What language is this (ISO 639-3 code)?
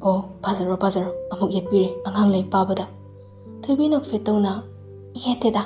mni